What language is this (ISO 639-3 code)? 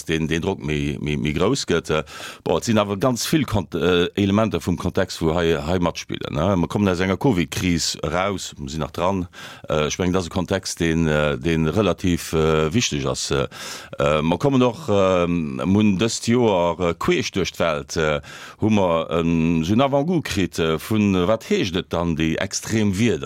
ltz